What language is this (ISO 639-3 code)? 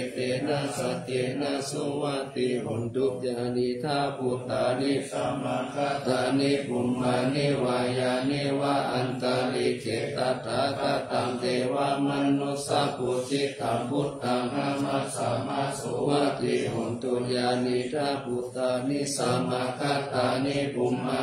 pli